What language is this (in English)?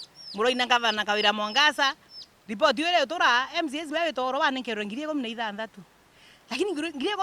Meru